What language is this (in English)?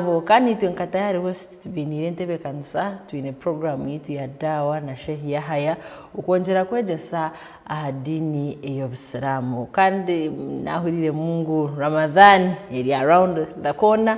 Nyankole